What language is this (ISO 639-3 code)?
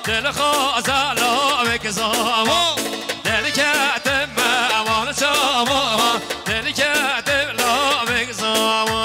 kur